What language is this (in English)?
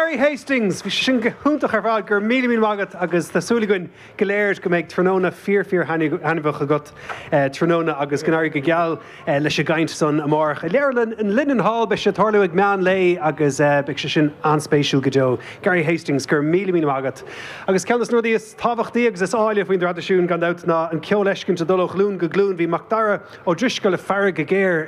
Irish